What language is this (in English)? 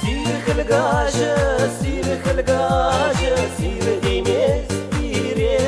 Chuvash